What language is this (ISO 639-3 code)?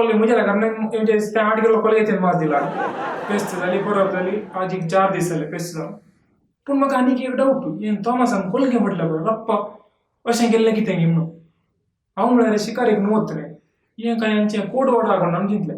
kok